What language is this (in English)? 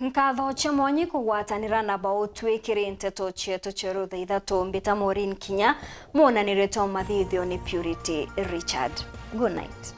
Meru